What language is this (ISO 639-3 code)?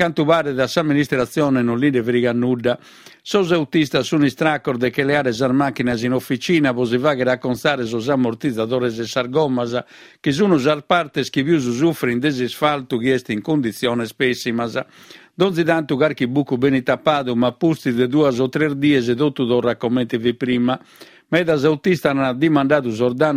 srd